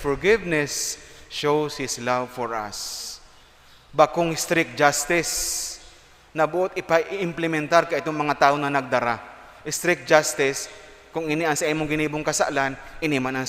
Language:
Bikol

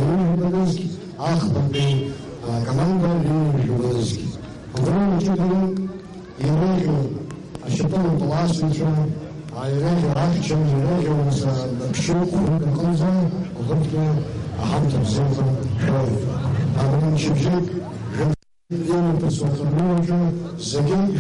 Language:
Abkhazian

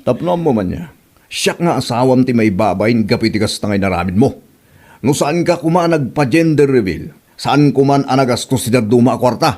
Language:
Iloko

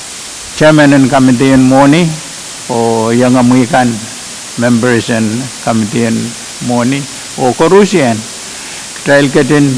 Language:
Pohnpeian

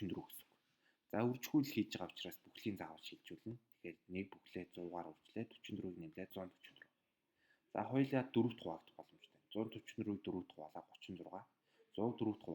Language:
Mongolian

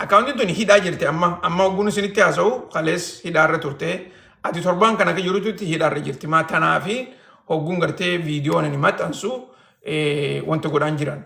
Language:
Oromo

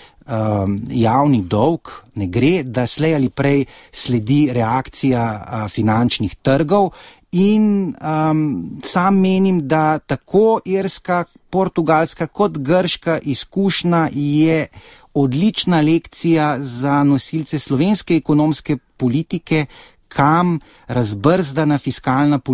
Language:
Slovenian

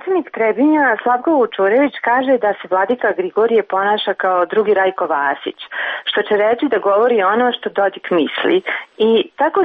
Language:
Serbian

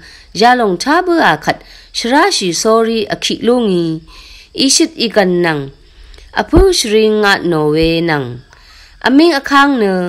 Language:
Rawang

